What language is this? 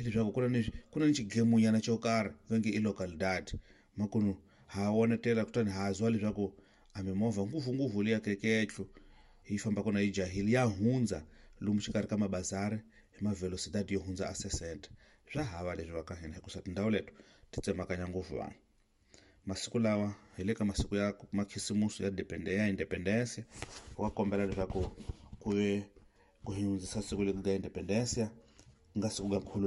Tsonga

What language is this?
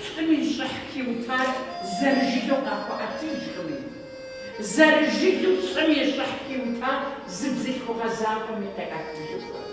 Kabardian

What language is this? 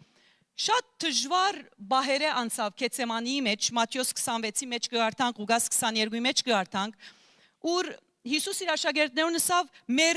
Western Armenian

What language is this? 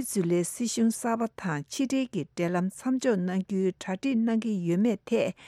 Tibetan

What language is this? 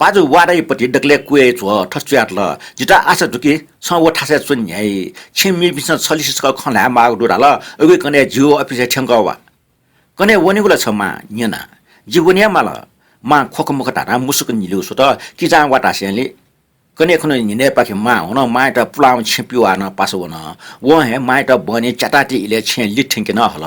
Newari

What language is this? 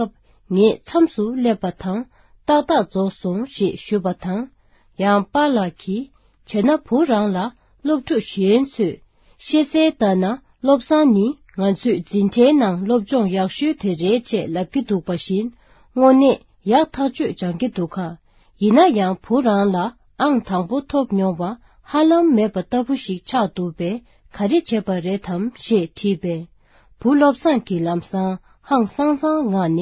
Tibetan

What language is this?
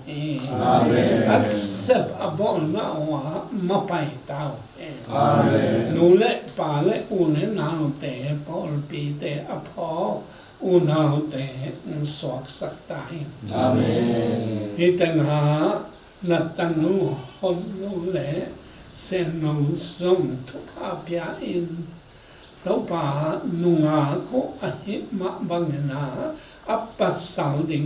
Tedim Chin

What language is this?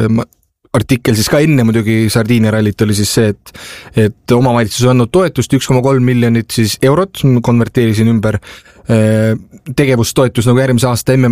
Estonian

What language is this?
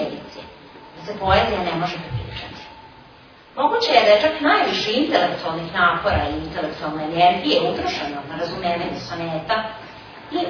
Serbian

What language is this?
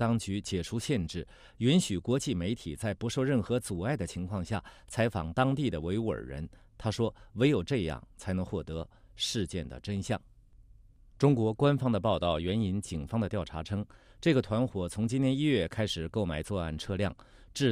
Chinese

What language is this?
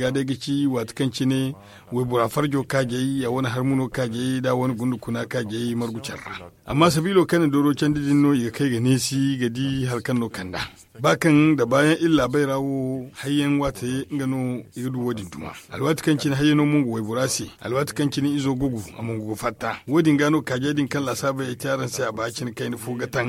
Zarma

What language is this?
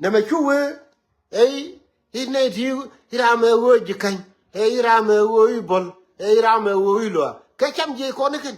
Nuer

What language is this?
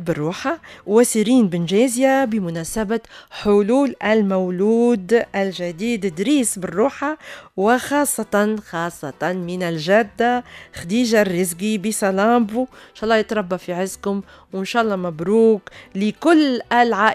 Tunisian Arabic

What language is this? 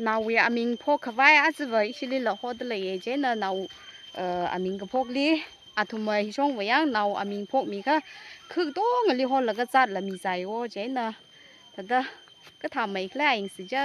Tangkhul Naga (India)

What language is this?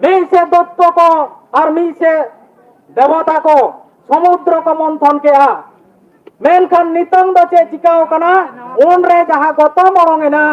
Santali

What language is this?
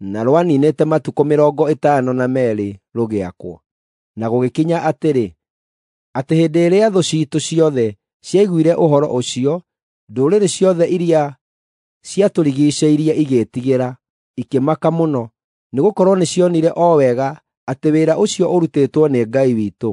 Kikuyu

